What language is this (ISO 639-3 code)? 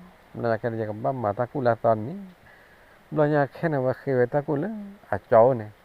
ksw